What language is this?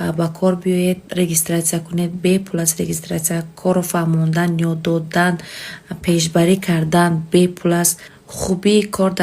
Tajik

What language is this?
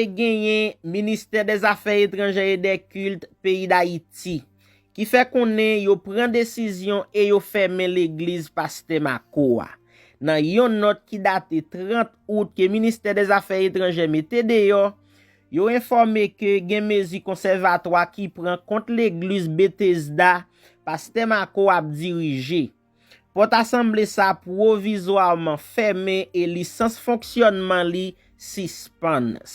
Haitian Creole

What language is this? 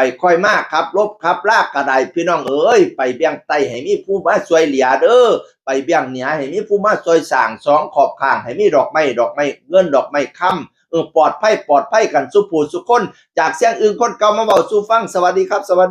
Northeastern Thai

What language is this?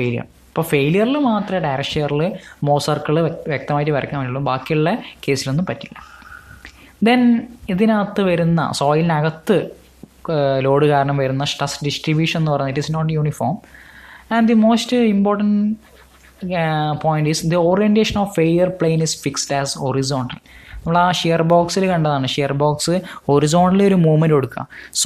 Malayalam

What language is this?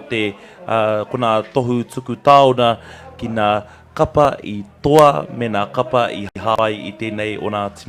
Māori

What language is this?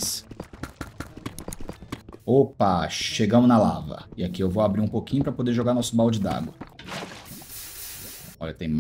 Portuguese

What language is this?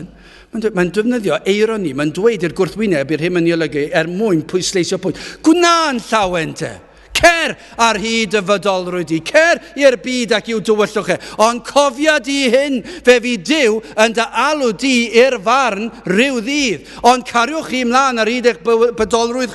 Welsh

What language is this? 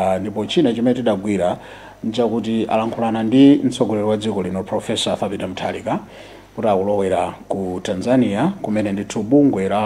Nyanja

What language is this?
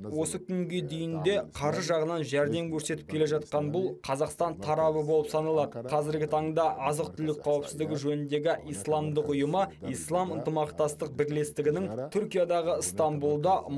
Kazakh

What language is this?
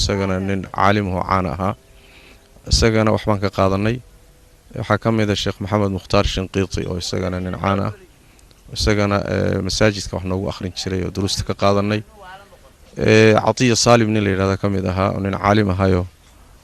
Somali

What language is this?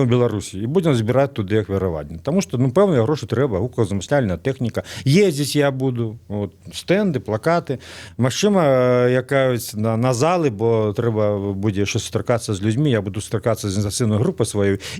Belarusian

